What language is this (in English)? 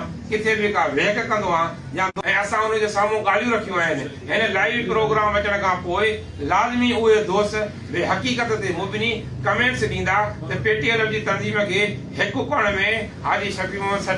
Sindhi